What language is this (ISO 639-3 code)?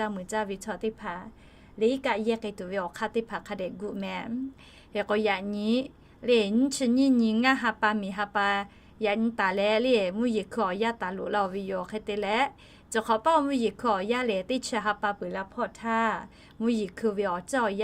lhu